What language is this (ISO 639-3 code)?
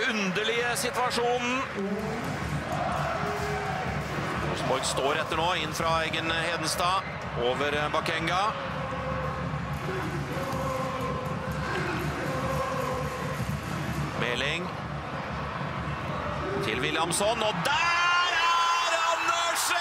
nor